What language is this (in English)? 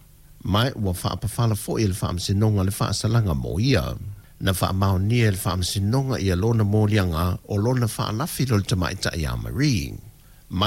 Samoan